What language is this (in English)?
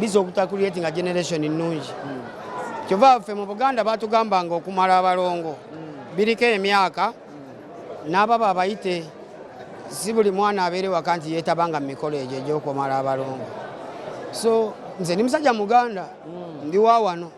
Ganda